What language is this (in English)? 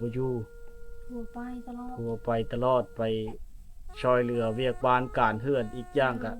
Lao